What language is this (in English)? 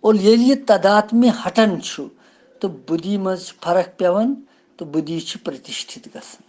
Kashmiri